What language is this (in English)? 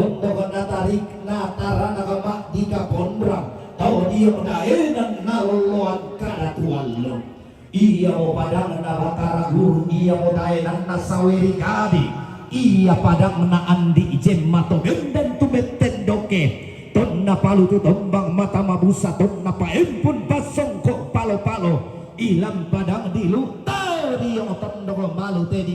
Toraja-Sa'dan